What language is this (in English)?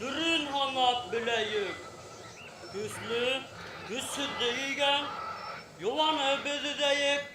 Bashkir